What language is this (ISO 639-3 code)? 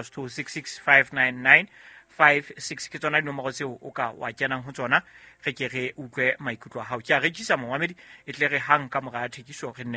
sot